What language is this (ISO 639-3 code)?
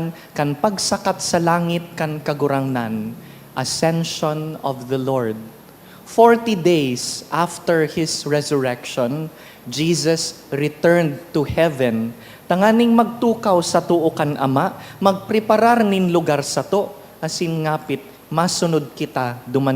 bik